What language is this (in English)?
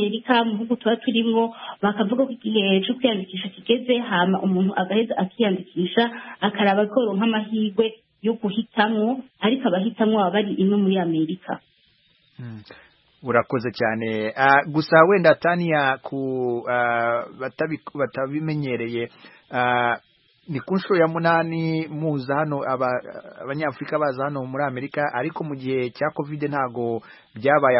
Kinyarwanda